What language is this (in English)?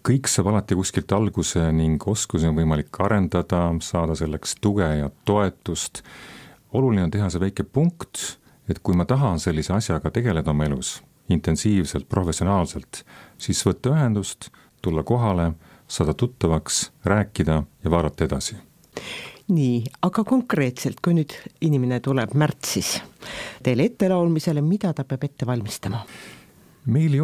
Estonian